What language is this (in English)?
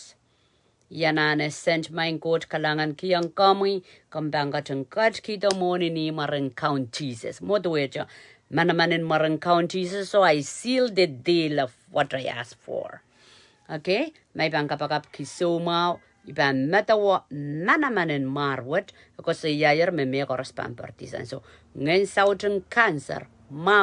Pohnpeian